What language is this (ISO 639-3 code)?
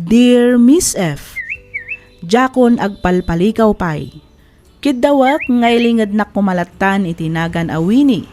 ilo